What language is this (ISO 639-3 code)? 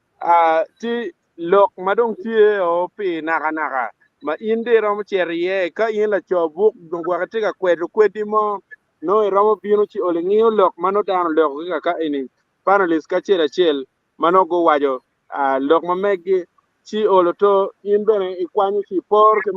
ach